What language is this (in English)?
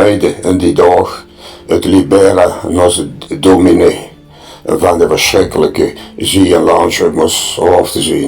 Limburgish